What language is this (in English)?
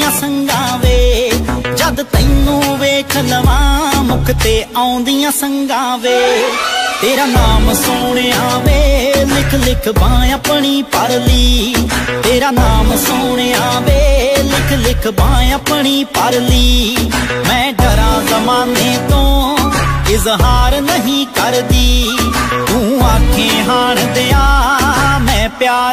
Hindi